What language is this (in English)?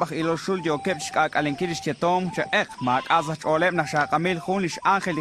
Kekchí